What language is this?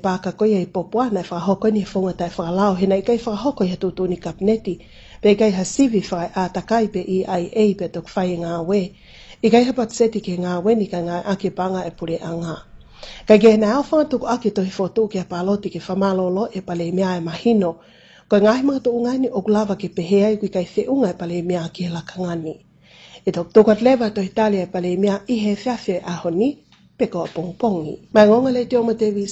Tongan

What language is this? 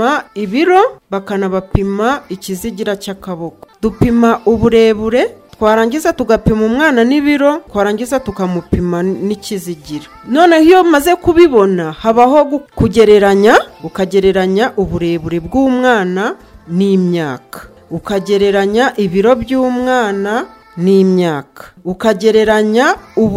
Kinyarwanda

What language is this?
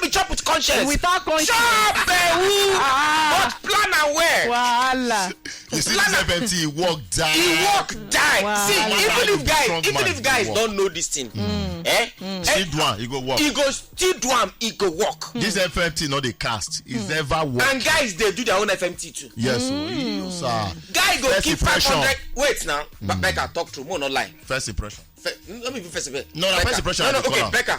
Nigerian Pidgin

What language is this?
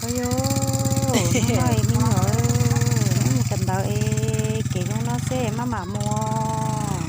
Hmong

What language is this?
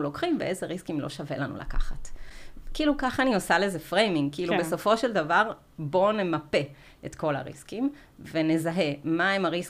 Hebrew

